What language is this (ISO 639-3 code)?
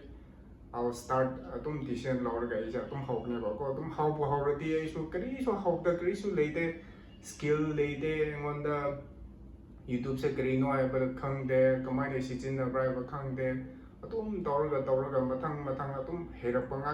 mni